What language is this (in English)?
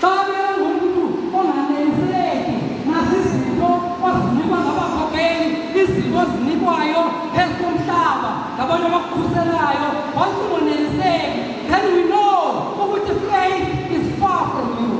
Zulu